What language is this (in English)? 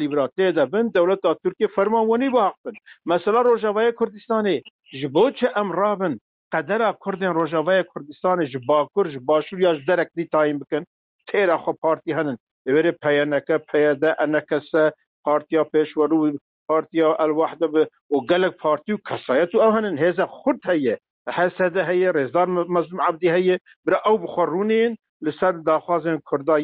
Kurdish